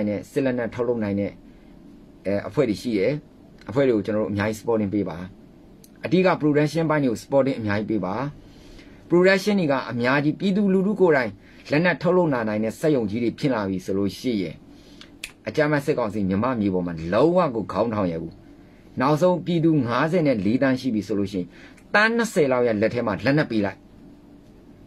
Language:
Burmese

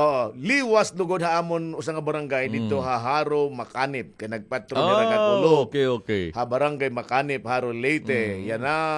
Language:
Waray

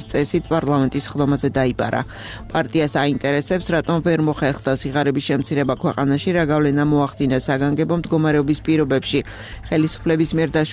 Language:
Georgian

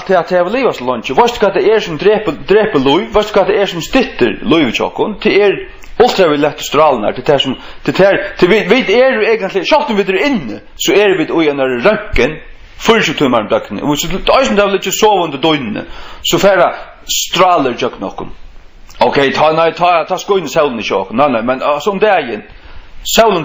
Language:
Faroese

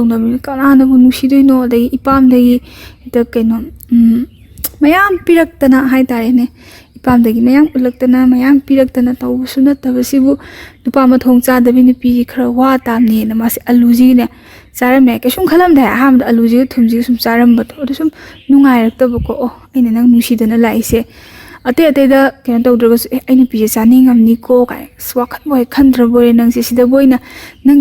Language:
Manipuri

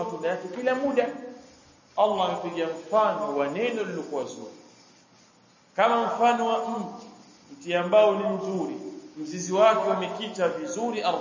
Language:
Swahili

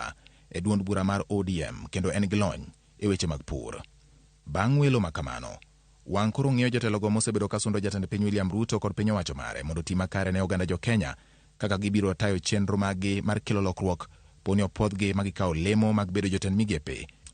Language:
Luo (Kenya and Tanzania)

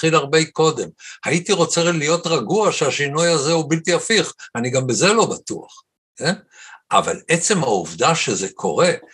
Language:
Hebrew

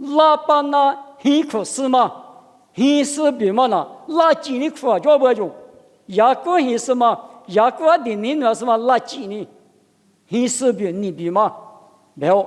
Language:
Lisu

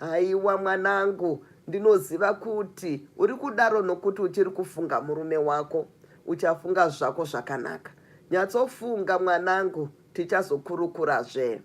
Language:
Shona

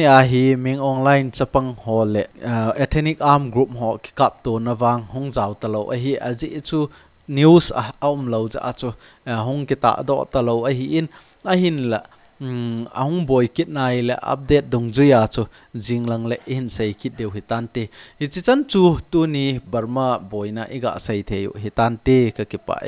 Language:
Thado Chin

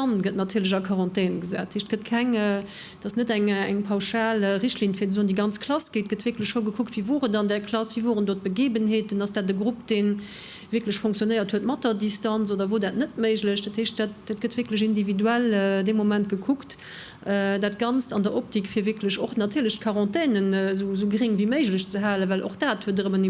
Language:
Luxembourgish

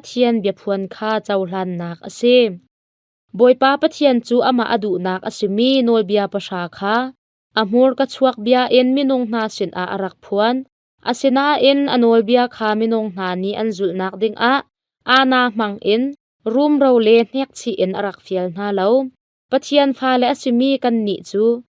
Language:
Hakha Chin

